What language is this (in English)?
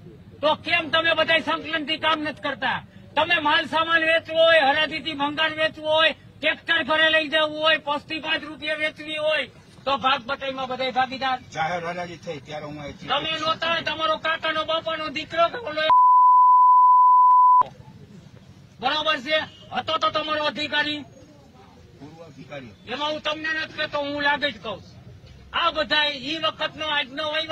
Gujarati